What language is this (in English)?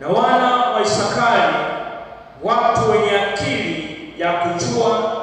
Swahili